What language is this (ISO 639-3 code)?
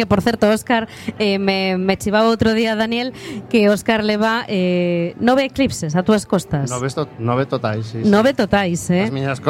glg